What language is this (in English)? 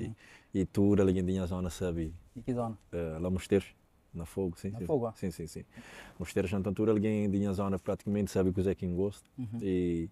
Kabuverdianu